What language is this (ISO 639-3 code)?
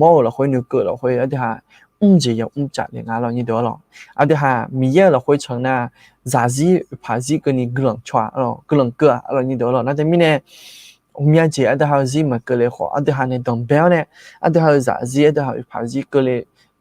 ahk